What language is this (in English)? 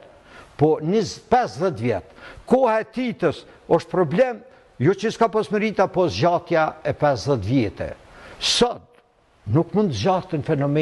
Albanian